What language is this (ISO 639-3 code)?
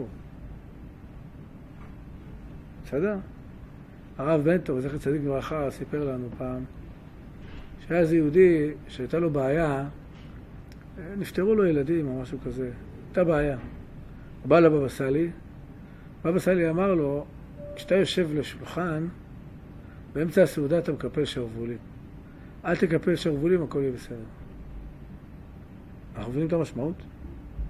heb